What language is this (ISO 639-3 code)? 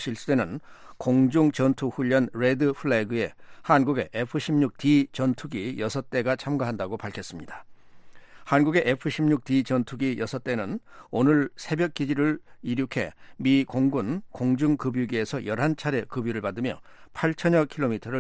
kor